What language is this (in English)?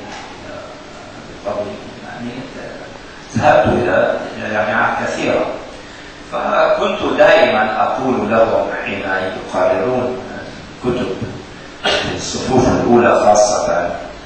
Arabic